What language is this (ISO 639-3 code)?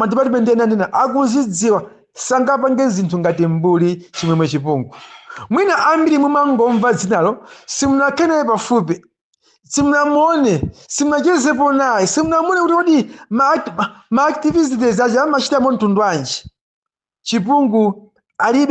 nya